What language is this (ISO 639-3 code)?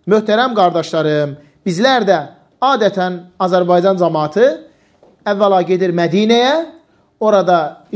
aze